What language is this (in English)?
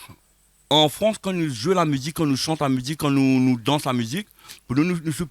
Réunion Creole French